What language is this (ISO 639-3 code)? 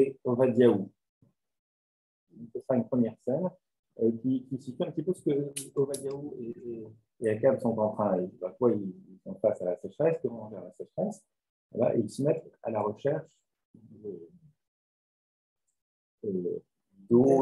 fra